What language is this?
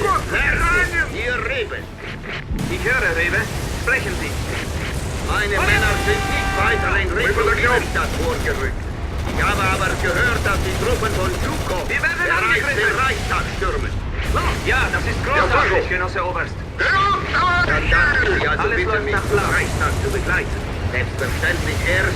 Bavarian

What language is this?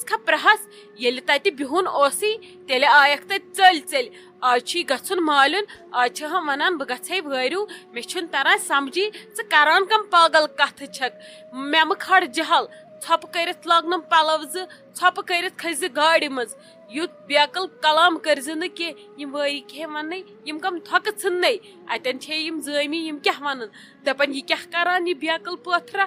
Kashmiri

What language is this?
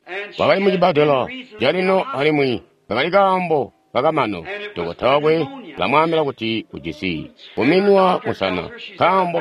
Tonga (Zambia)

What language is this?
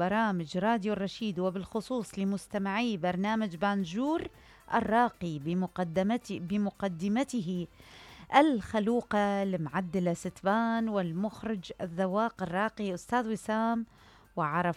Mesopotamian Arabic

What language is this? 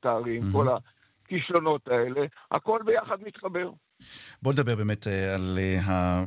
Hebrew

